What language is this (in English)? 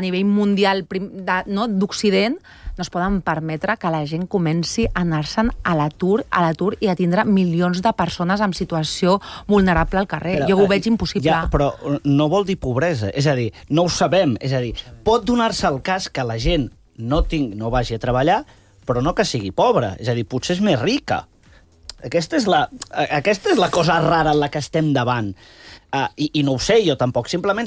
Catalan